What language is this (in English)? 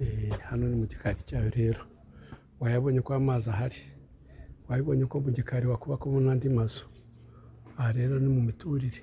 Kinyarwanda